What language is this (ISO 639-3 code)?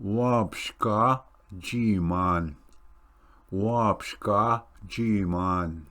oji